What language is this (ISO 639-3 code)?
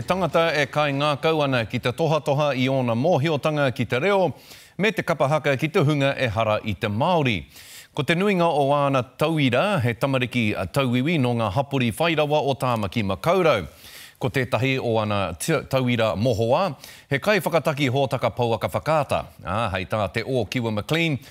mri